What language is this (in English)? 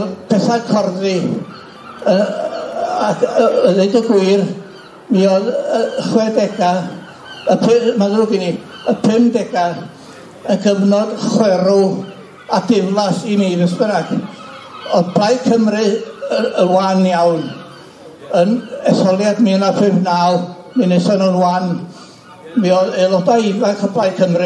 Welsh